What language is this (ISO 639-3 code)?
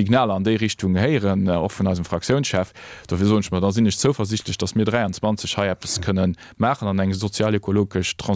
ltz